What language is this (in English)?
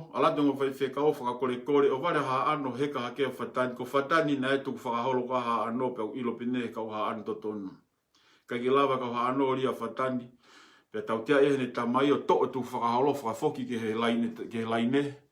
Tongan